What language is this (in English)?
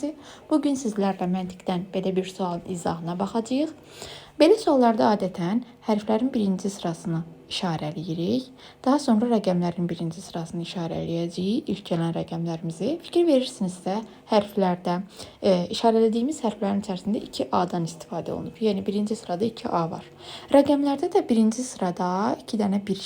Azerbaijani